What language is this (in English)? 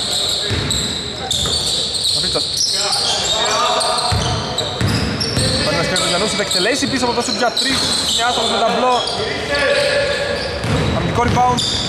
Greek